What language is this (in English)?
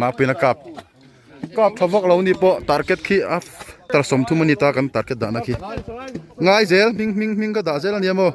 Mizo